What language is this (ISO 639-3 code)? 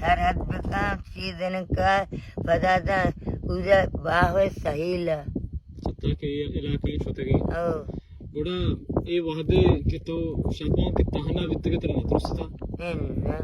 bal